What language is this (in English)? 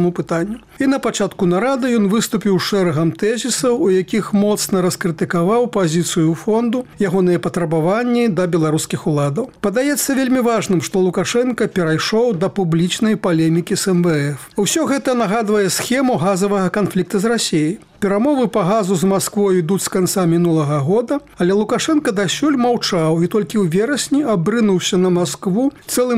Belarusian